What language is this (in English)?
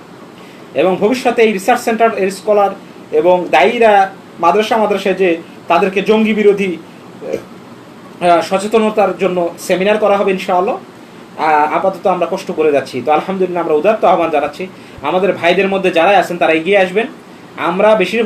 Bangla